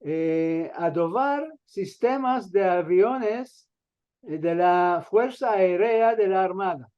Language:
Ladino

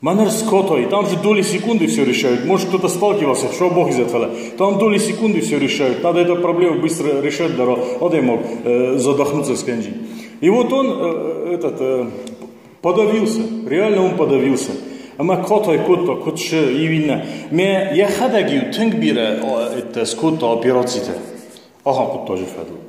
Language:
Ossetic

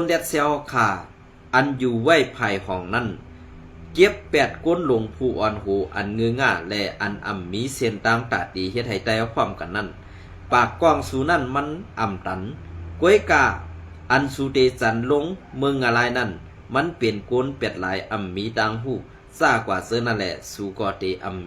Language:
Shan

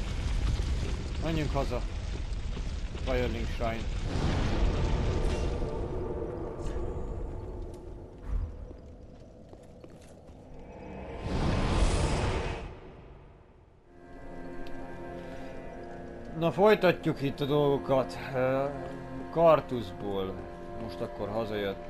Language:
Hungarian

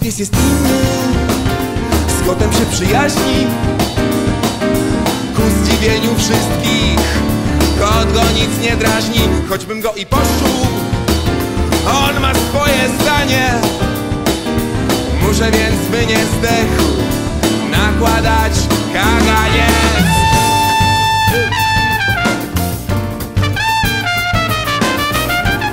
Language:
Polish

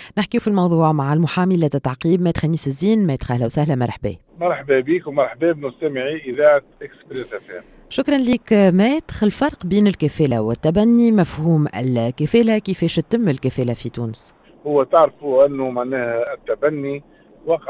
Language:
Tunisian Arabic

